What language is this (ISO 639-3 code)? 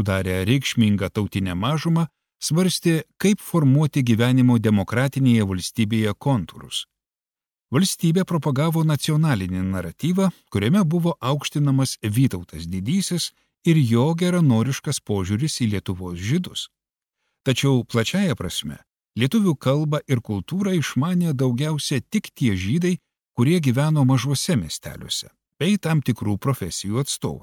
lit